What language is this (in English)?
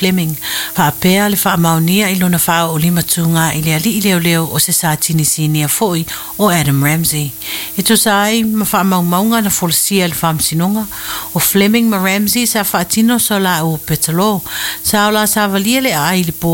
Samoan